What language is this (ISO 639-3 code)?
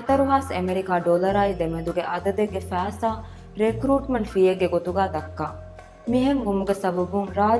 div